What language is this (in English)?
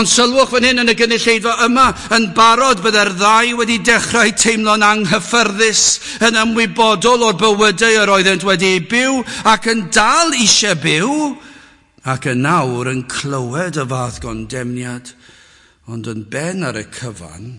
Welsh